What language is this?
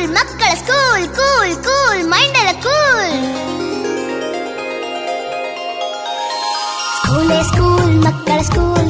Kannada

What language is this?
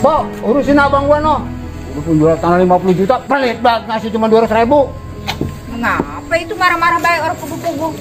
Betawi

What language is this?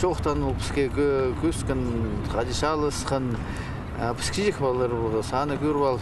Khakas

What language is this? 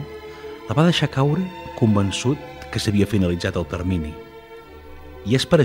Catalan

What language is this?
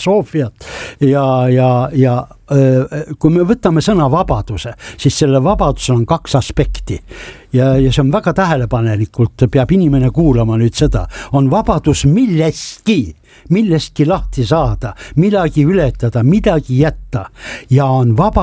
Estonian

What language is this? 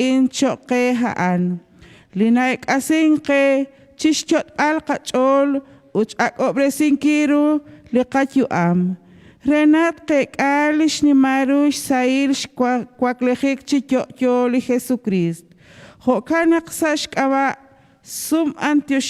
Kekchí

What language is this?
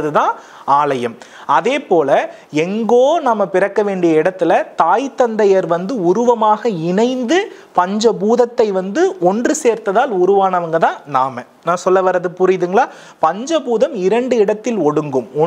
Tamil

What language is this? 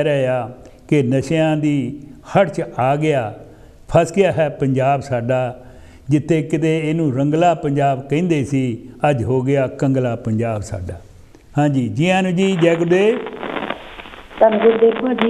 Punjabi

